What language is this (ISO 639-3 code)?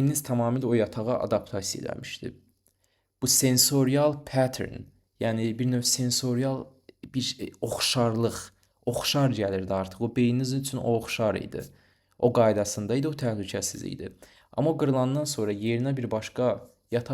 aze